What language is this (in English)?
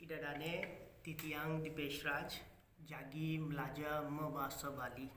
Balinese